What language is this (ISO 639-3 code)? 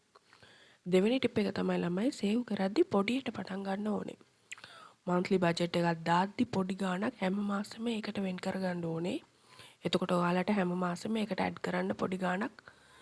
sin